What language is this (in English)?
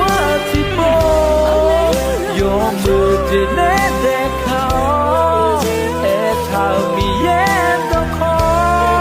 Akha